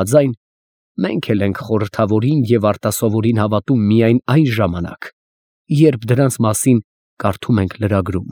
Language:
Armenian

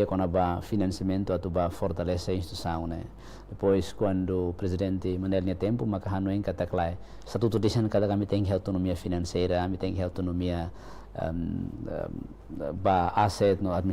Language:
Tetum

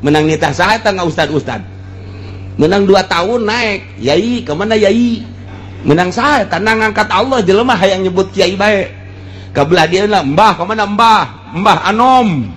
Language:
Sundanese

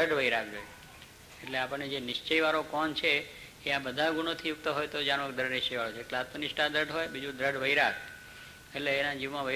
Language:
Gujarati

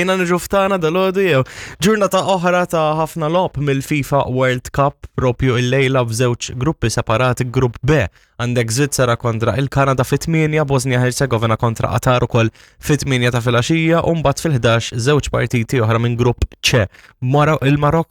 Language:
Maltese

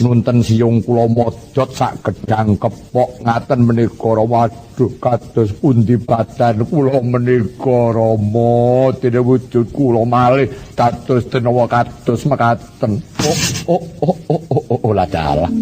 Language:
Javanese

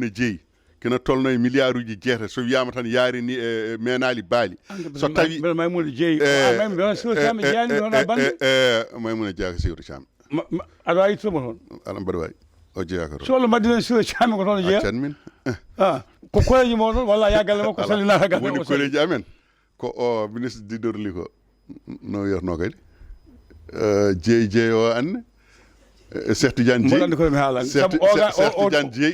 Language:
Fula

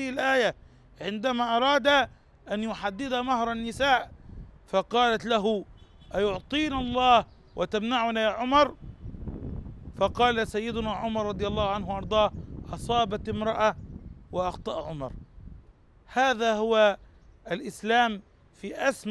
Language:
Arabic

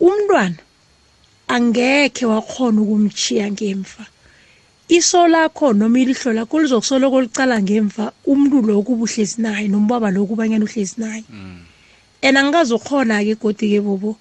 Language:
South Ndebele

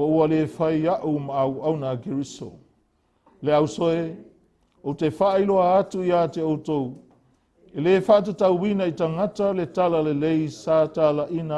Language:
Samoan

